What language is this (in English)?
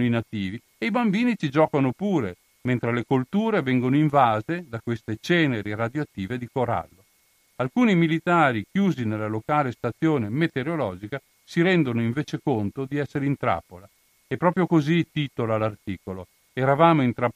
Italian